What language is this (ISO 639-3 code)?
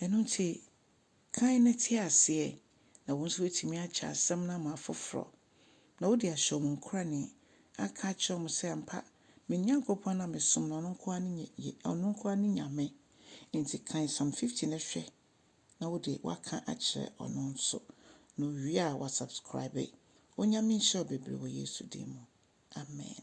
aka